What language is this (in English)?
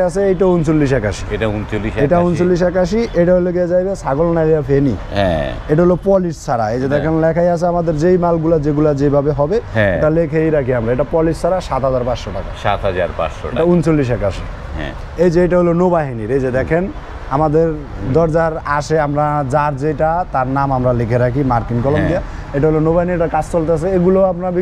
Bangla